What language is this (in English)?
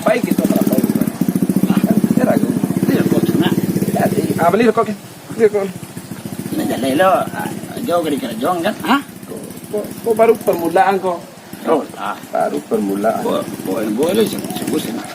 Minangkabau